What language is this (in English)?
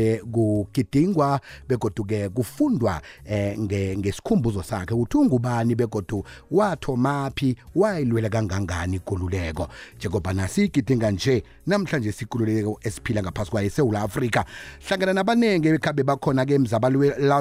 South Ndebele